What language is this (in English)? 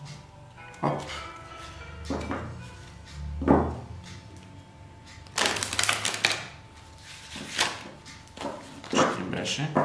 Bulgarian